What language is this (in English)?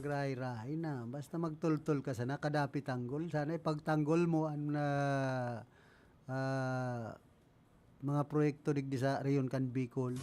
Bikol